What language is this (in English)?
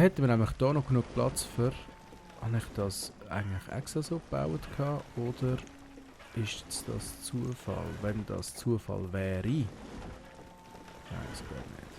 Swiss German